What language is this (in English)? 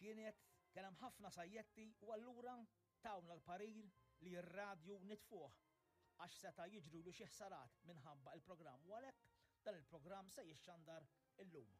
Maltese